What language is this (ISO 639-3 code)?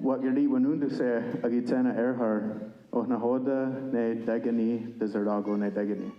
moh